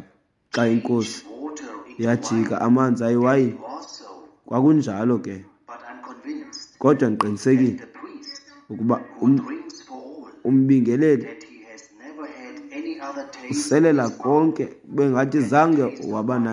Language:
Xhosa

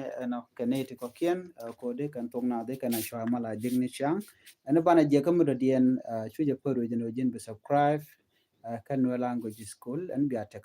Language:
Nuer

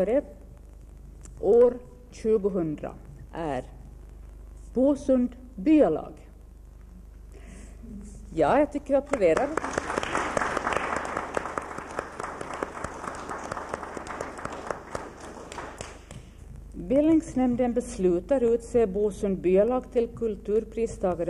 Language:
Swedish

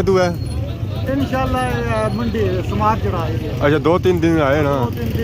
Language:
Pahari-Potwari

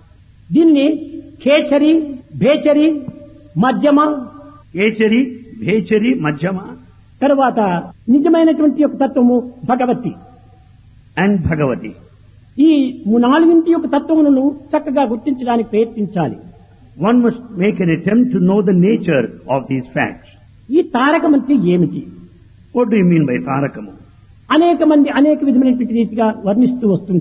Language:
Telugu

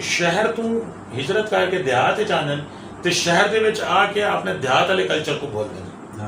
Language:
Saraiki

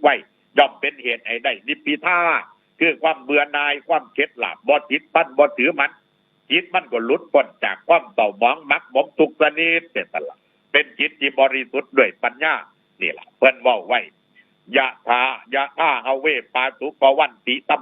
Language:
Northeastern Thai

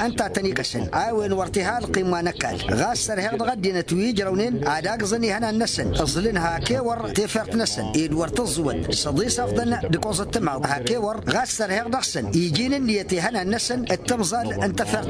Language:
Tamasheq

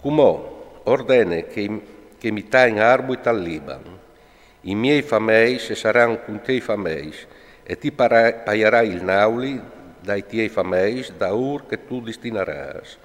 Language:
Friulian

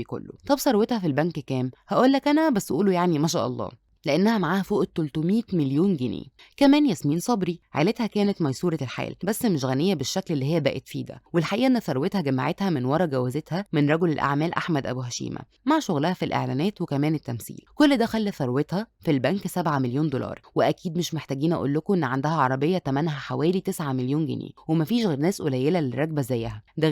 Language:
Egyptian Arabic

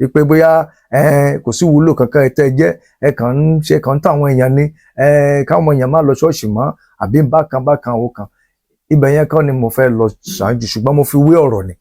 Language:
Yoruba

